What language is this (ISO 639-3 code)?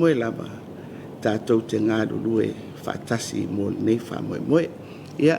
smo